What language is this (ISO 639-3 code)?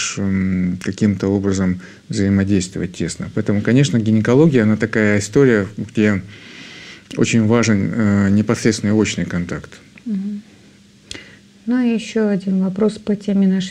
rus